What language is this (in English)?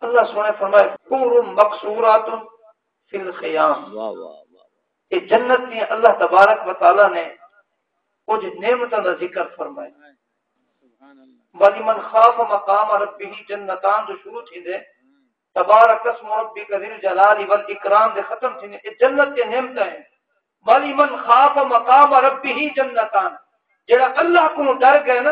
Saraiki